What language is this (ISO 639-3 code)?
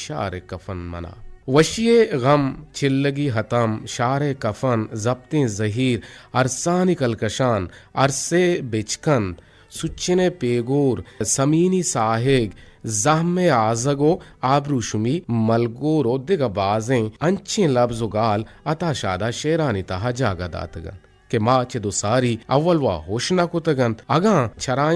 bgp